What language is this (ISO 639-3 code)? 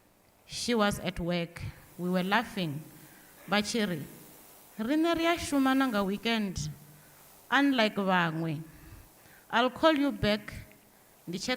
ven